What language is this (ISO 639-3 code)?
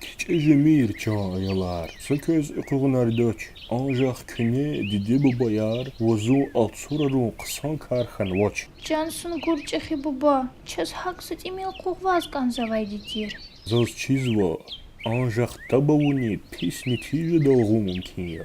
lez